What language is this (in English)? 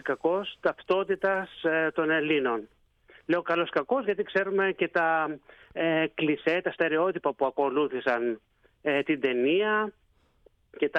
Greek